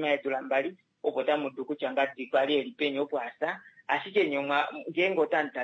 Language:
Kuanyama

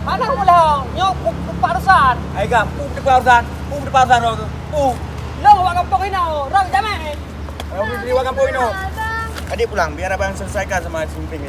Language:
Achinese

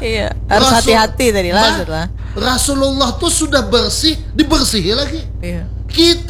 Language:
Banjar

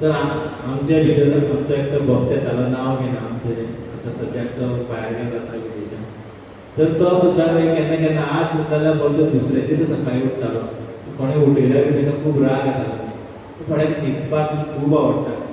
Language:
Konkani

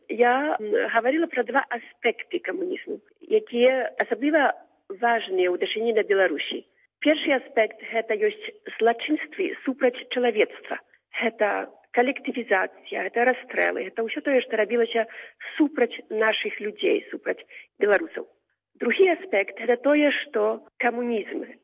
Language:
Belarusian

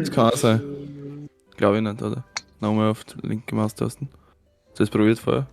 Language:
Bavarian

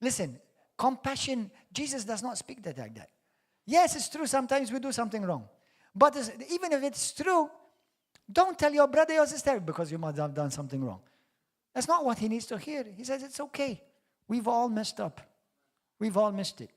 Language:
English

